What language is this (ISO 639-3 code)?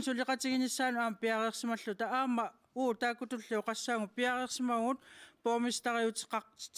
kal